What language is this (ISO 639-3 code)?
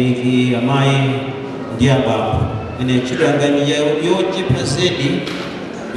nya